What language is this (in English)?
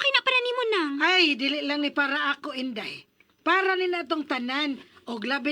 Cebuano